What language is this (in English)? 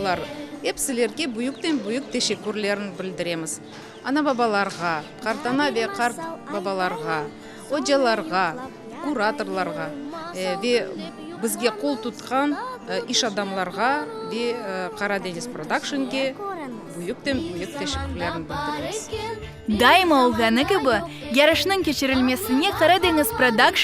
Crimean Tatar